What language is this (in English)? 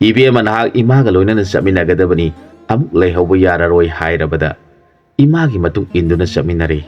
Manipuri